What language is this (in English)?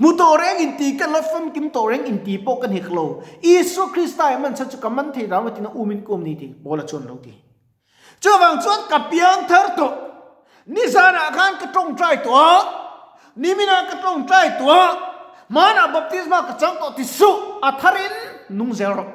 Mizo